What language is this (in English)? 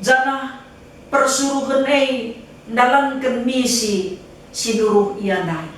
Batak Karo